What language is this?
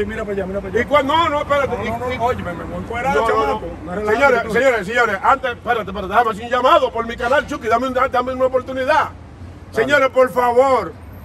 Spanish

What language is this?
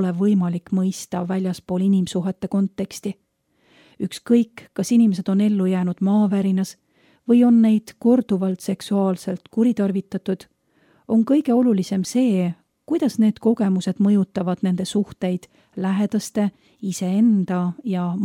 Estonian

